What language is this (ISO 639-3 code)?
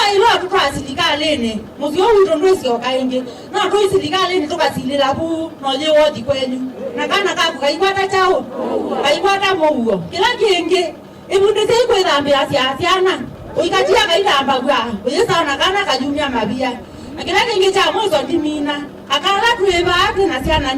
kam